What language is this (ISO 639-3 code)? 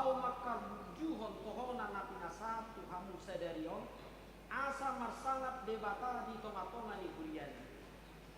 bbc